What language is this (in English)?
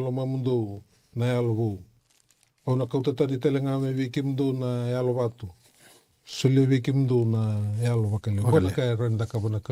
Fijian